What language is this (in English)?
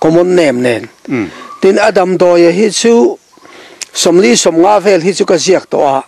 Mizo